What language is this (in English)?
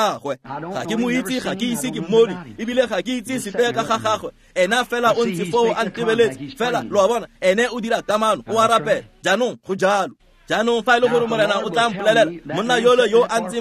Tswana